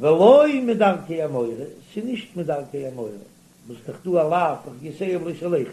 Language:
Yiddish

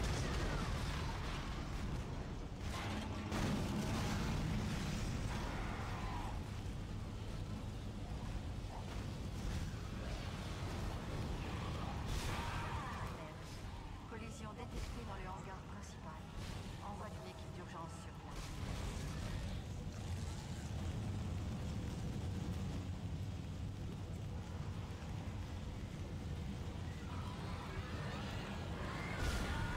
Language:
French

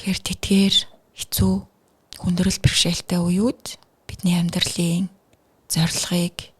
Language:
Mongolian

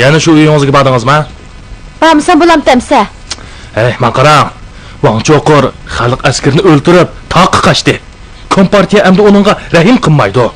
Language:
Uyghur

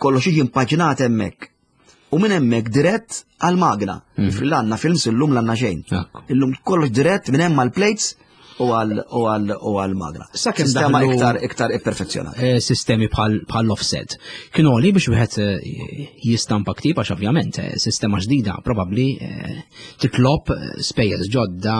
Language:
Maltese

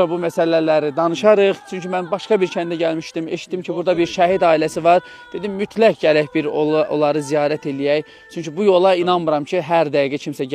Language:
Azerbaijani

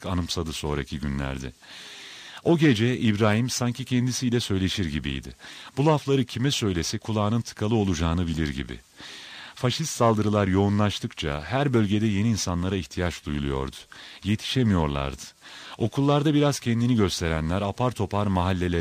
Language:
Turkish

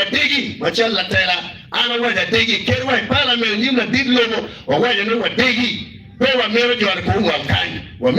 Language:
Acoli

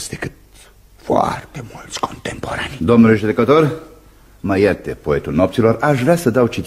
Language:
Romanian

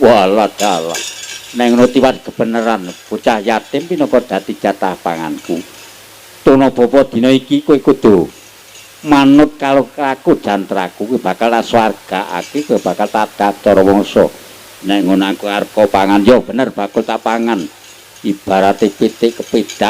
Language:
Javanese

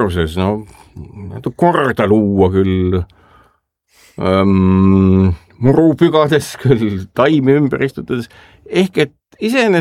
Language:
Estonian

